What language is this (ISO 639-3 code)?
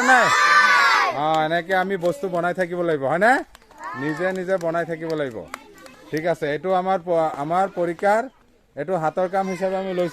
asm